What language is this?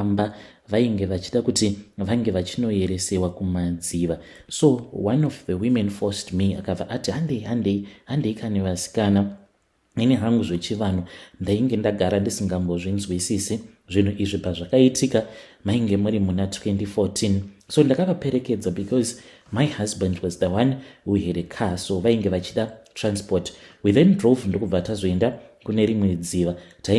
Shona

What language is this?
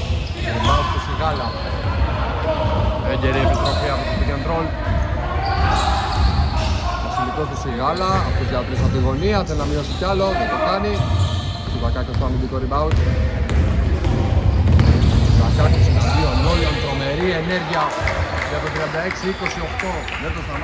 Greek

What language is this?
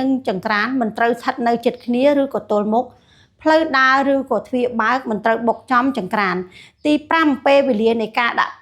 Khmer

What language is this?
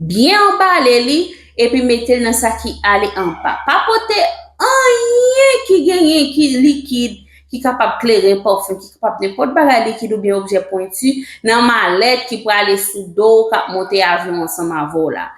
Haitian Creole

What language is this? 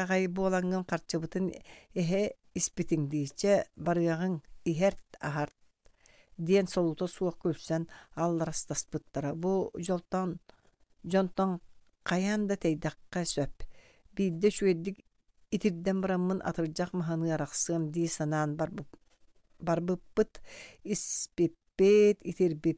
Yakut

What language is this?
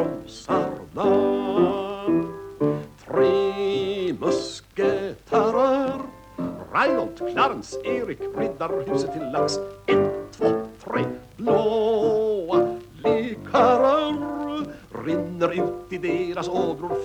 Swedish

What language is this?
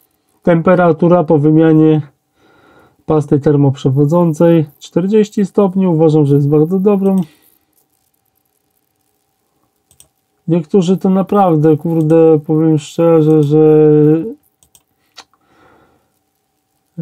Polish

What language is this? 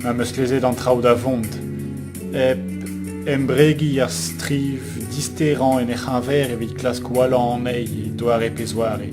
Breton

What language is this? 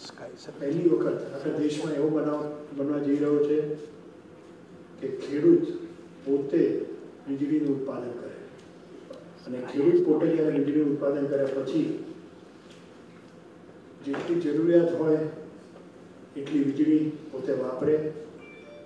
Gujarati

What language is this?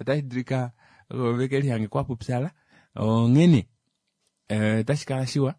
Kuanyama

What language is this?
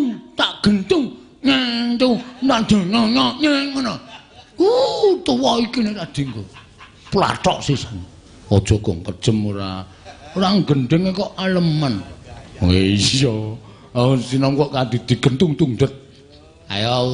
Javanese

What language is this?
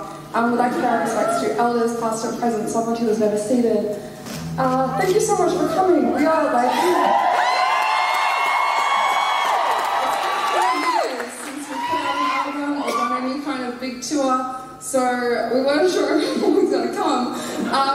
English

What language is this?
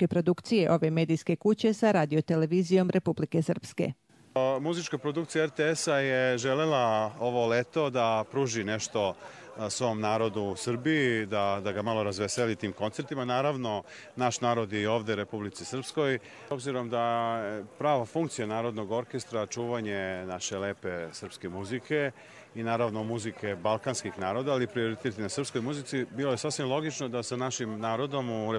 Croatian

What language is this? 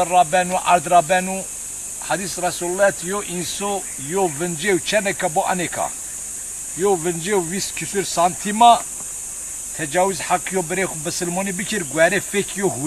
Zaza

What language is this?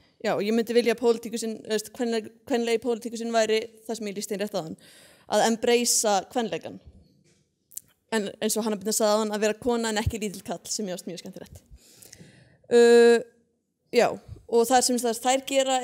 Icelandic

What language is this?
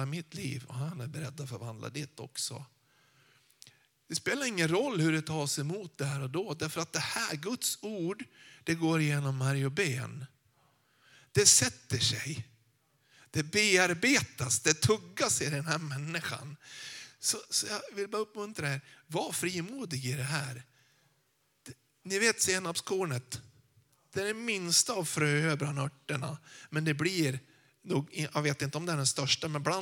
Swedish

